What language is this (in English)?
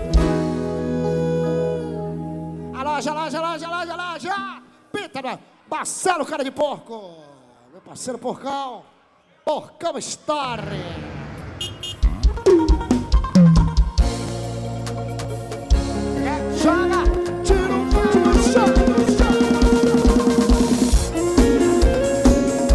Portuguese